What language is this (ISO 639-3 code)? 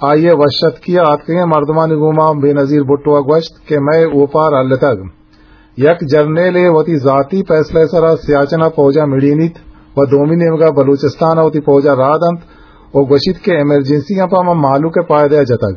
bgp